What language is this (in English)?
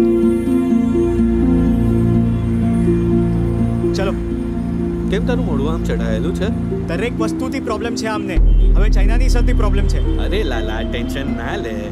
Gujarati